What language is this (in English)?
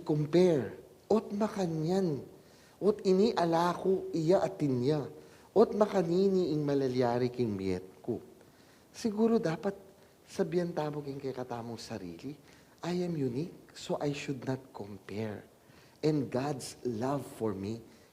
Pampanga